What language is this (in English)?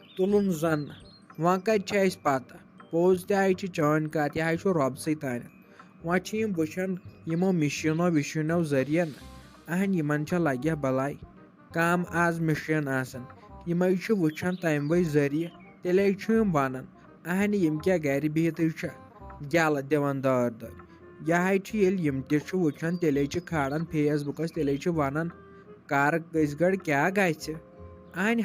Kashmiri